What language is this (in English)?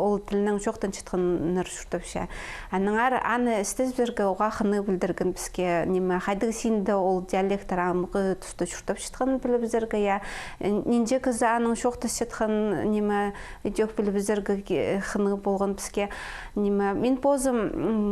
Khakas